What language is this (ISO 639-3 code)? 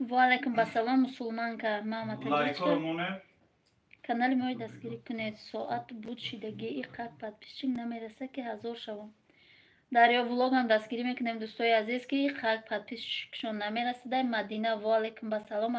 tgk